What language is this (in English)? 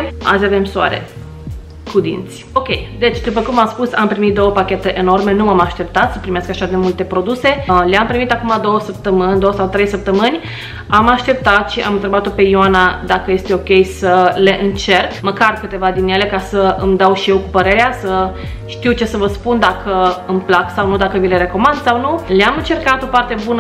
Romanian